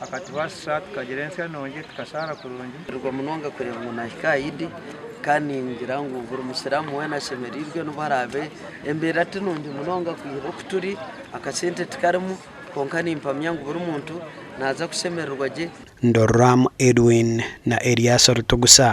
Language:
Nyankole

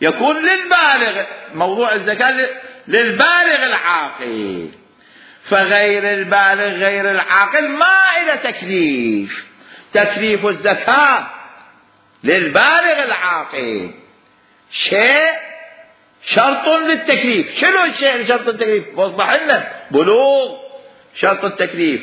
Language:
Mesopotamian Arabic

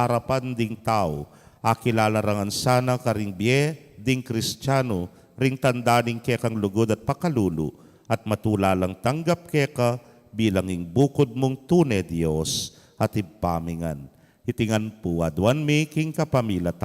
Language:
Pampanga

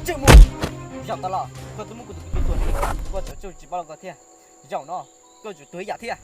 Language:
Hmong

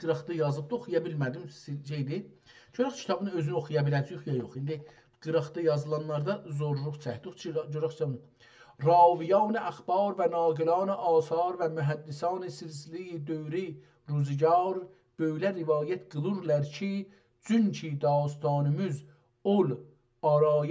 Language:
South Azerbaijani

